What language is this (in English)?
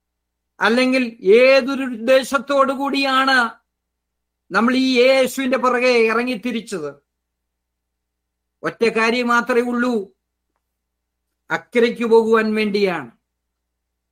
Malayalam